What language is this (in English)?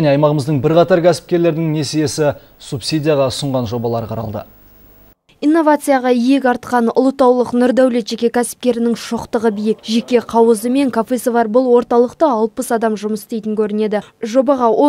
Kazakh